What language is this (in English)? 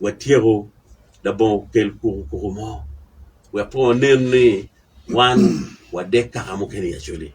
Acoli